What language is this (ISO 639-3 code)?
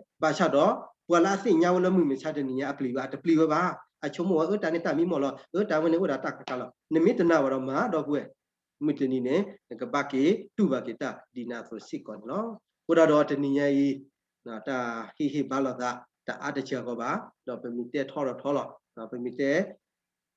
ksw